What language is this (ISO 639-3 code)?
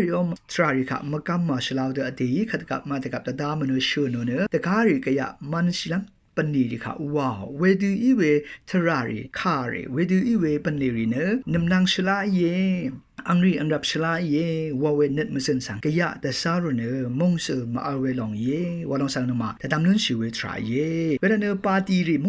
raw